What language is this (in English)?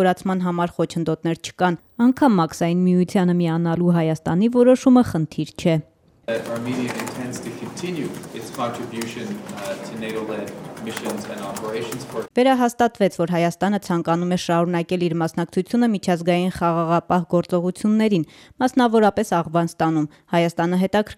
Armenian